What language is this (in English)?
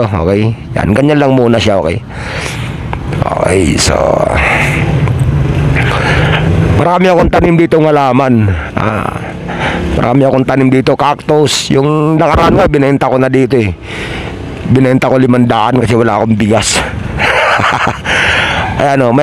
Filipino